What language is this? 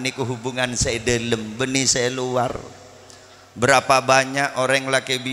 Madurese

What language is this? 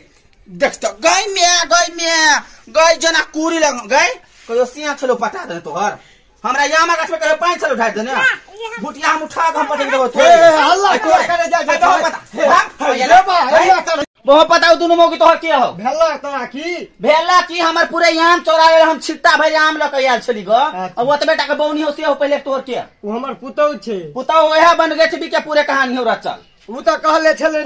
Maithili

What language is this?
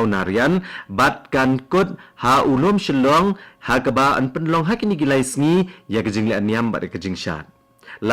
Khasi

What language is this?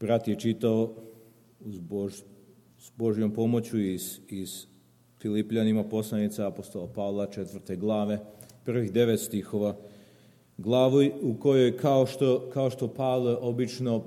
Serbian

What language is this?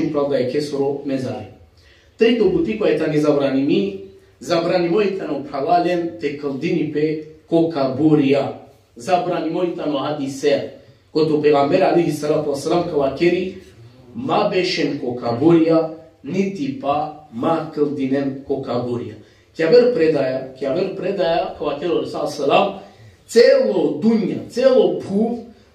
Balkan Romani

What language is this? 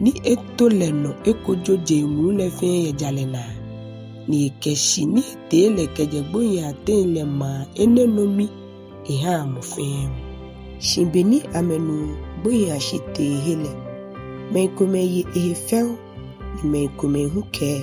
Ga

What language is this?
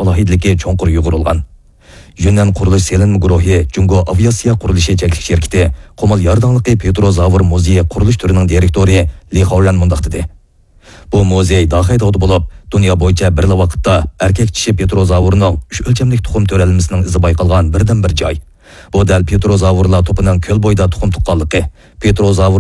Uyghur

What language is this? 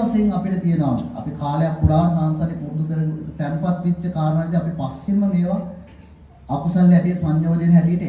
Sinhala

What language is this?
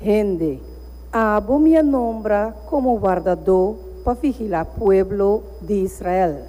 Papiamento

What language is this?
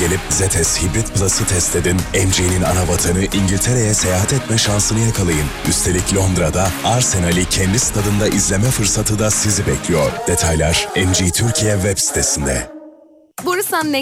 Turkish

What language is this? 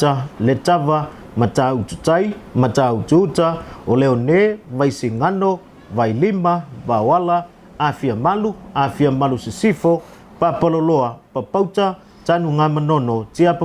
Samoan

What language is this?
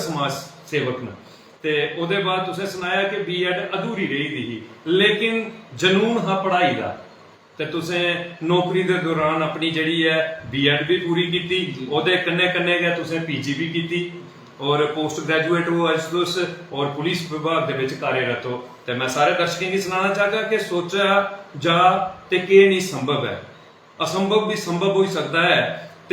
Dogri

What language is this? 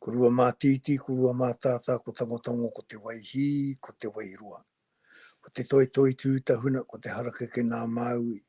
Māori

